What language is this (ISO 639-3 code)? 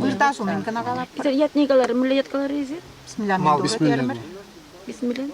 chv